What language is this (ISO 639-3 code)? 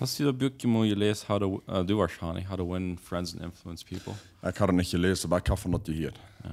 pdt